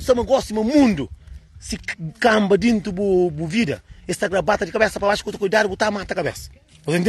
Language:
Kabuverdianu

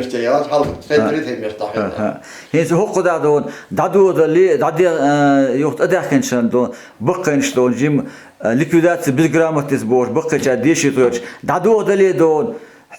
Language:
Chechen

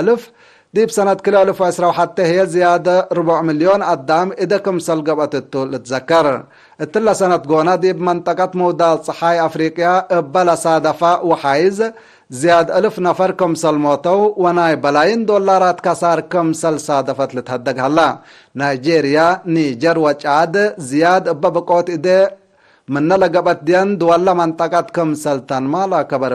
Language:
Tigre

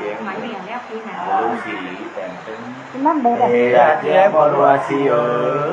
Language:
Nung (Viet Nam)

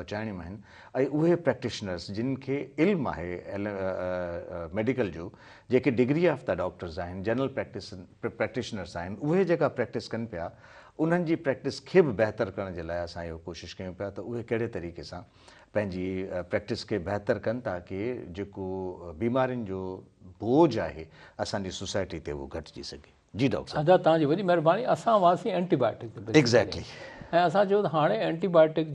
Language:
Sindhi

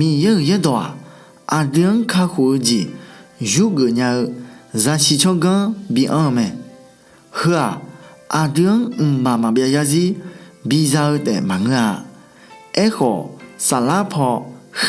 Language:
Akha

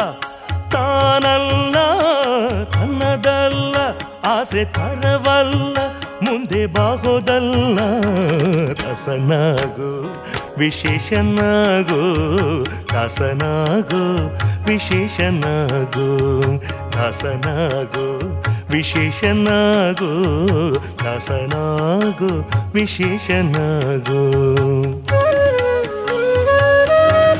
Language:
Kannada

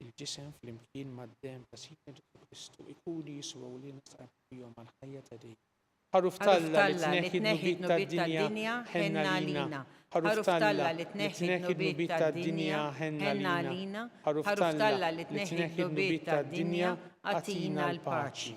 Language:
Maltese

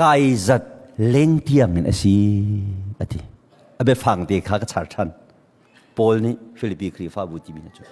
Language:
Hakha Chin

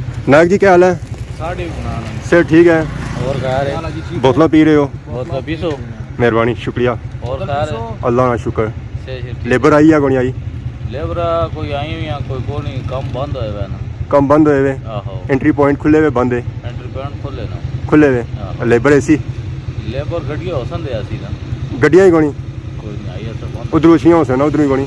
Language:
Pahari-Potwari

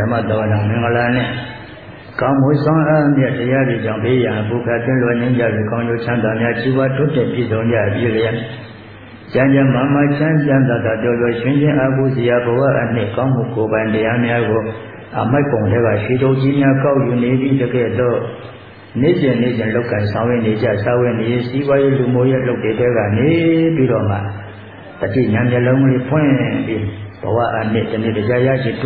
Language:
Burmese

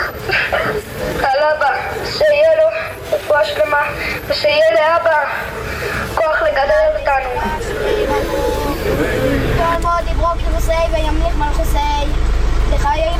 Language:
Hebrew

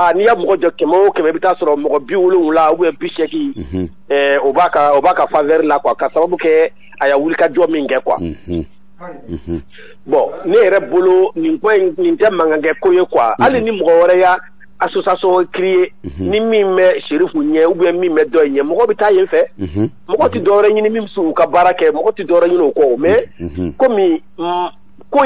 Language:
Bambara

